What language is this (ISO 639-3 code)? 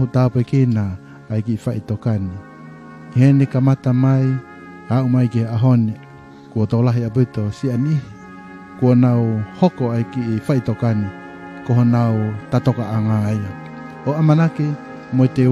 ton